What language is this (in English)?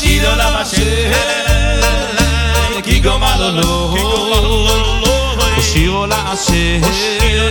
Hebrew